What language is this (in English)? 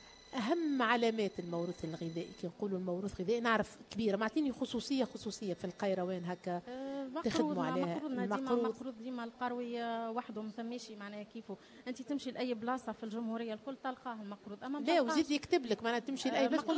Tunisian Arabic